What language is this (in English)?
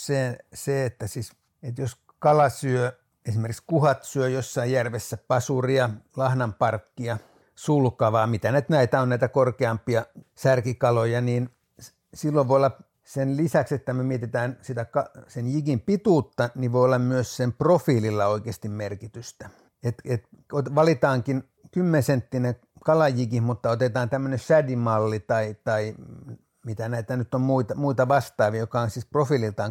Finnish